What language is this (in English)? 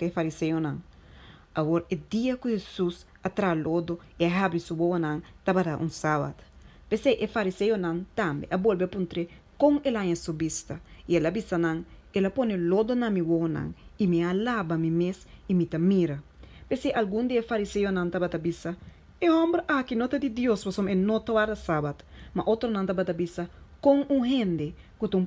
Papiamento